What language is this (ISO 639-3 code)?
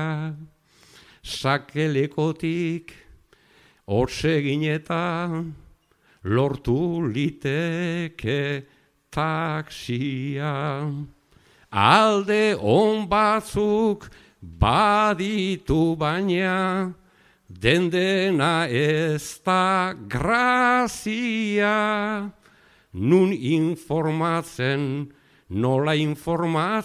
eus